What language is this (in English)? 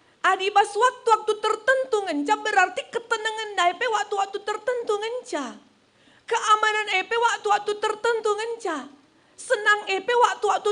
Batak Karo